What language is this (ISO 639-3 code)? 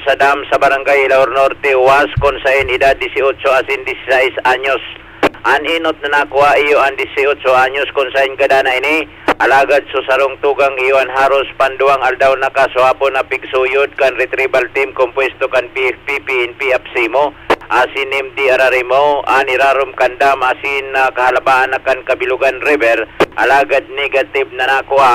bik